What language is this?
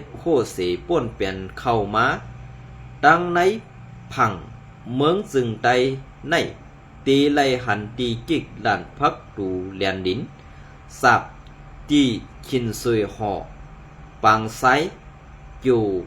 Shan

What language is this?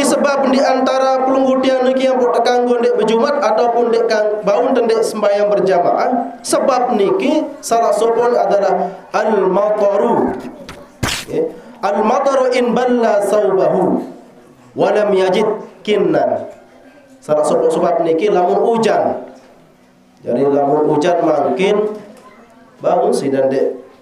Sasak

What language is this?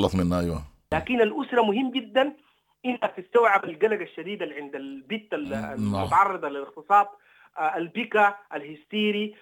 Sudanese Arabic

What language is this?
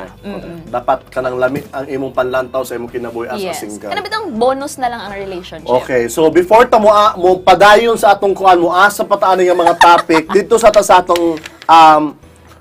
Cebuano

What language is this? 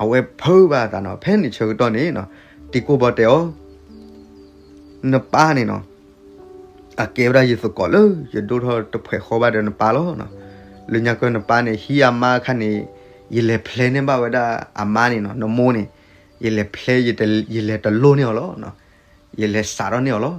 S'gaw Karen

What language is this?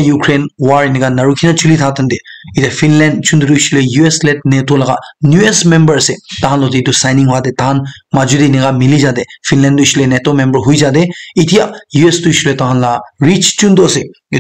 Naga Pidgin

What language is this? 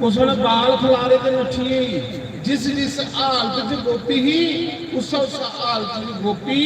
Dogri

